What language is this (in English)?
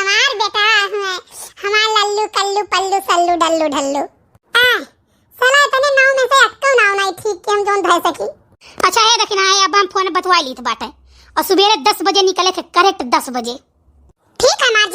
Awadhi